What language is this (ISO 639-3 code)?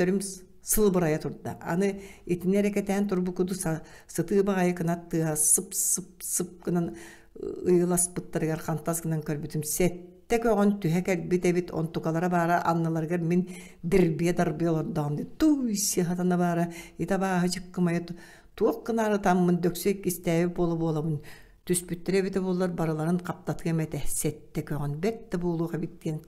sah